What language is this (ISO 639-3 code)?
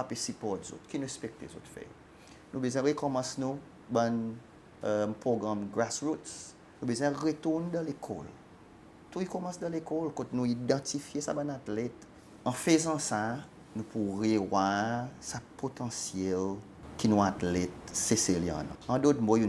crs